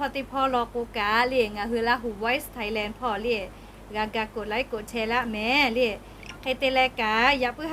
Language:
Lahu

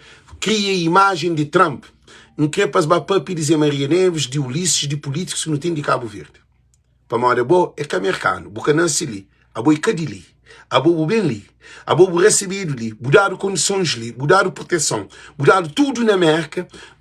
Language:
Kabuverdianu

